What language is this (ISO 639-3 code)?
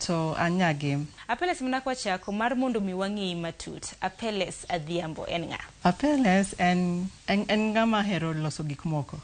luo